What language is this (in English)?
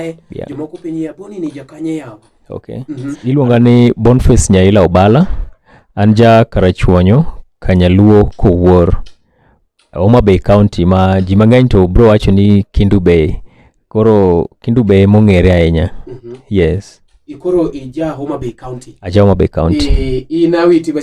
Luo (Kenya and Tanzania)